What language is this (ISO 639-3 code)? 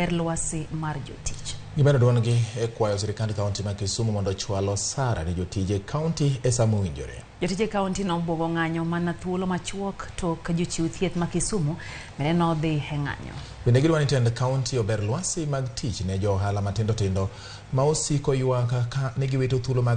luo